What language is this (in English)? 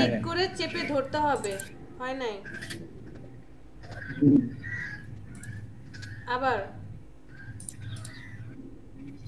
Bangla